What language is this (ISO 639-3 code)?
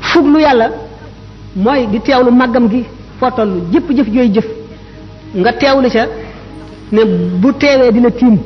wol